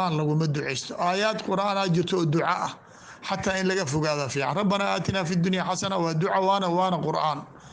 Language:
Somali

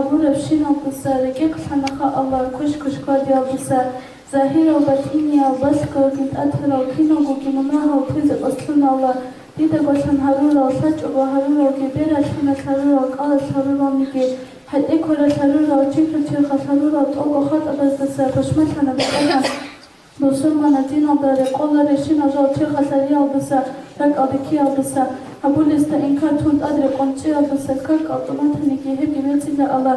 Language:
Avaric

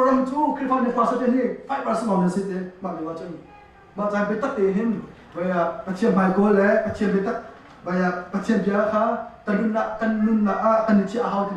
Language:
Hakha Chin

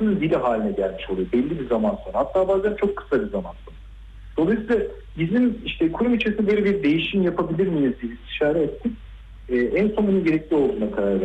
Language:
Turkish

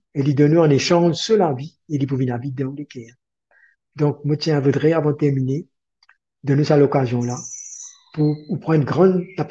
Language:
Morisyen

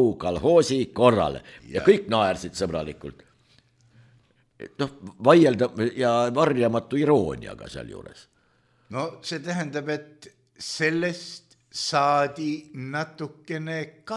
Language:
Estonian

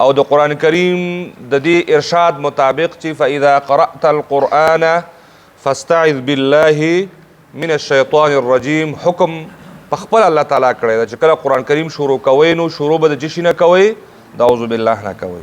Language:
Pashto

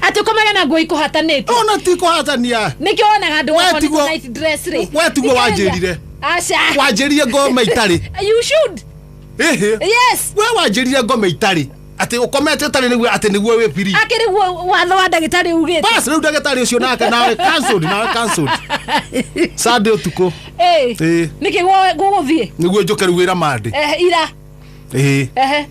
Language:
Kikuyu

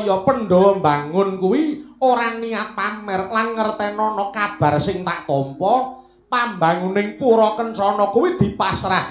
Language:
Javanese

